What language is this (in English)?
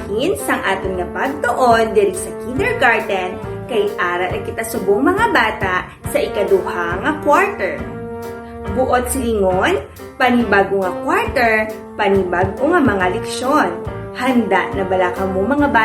Hiligaynon